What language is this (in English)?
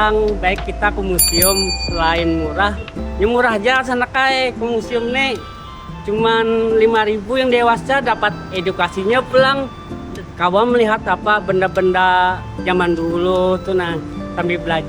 Banjar